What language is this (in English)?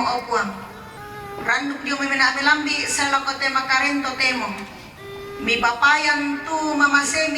Toraja-Sa'dan